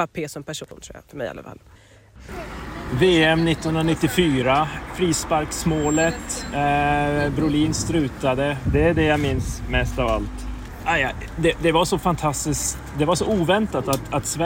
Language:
Swedish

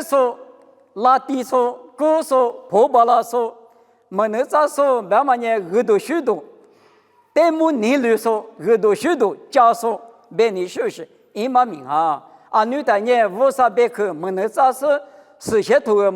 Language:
Lisu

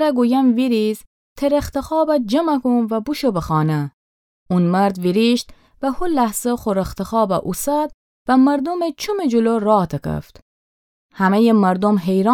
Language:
Gilaki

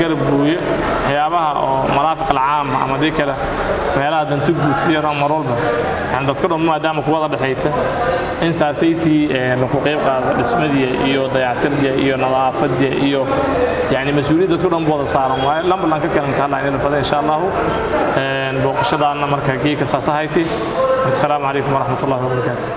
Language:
Somali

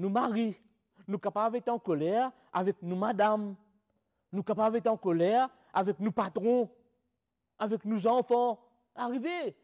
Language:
Morisyen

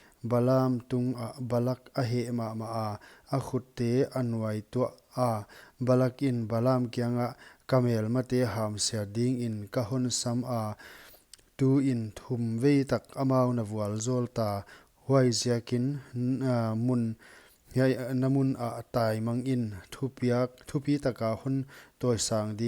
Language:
Paite Chin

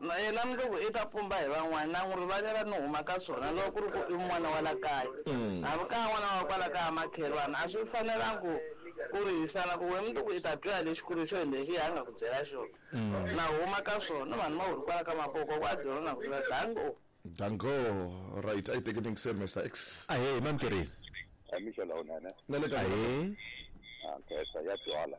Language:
Tsonga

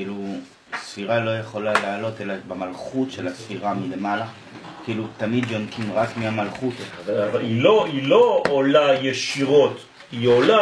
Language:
Hebrew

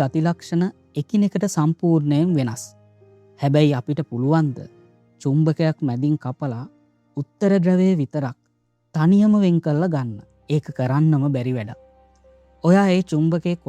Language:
Sinhala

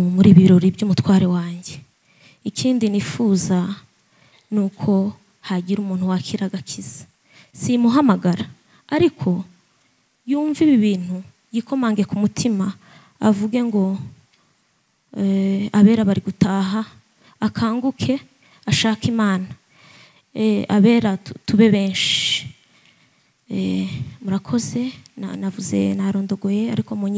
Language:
Kinyarwanda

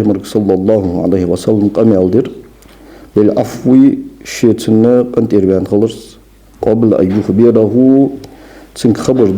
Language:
Ingush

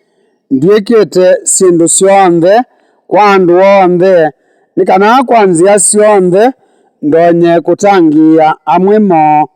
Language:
Kamba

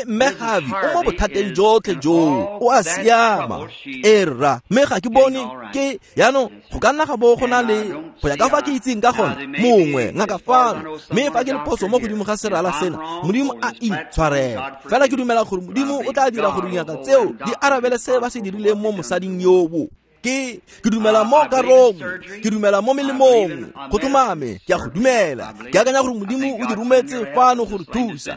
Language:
Tswana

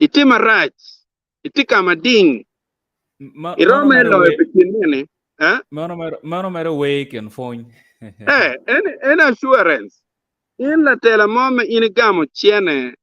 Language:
Acoli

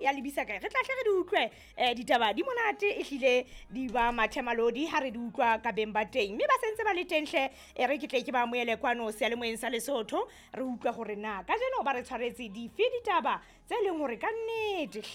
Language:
Southern Sotho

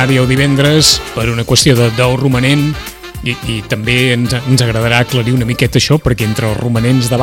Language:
Catalan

